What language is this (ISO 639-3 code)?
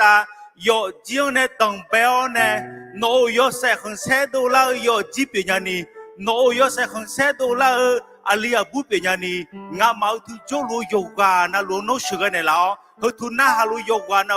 ahk